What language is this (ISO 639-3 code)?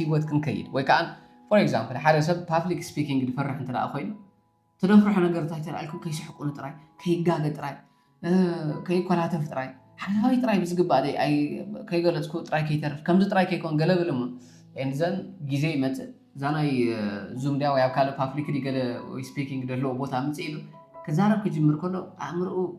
tir